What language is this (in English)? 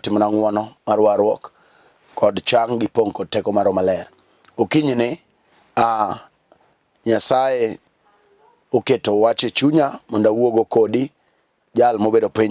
Luo (Kenya and Tanzania)